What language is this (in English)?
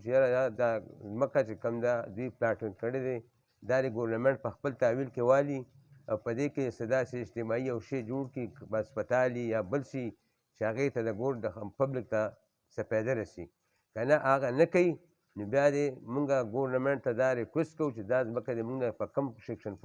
Pashto